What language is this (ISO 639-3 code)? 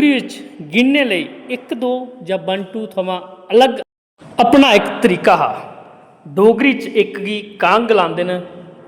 doi